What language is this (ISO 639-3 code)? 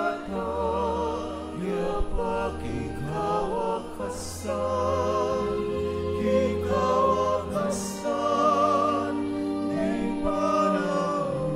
pam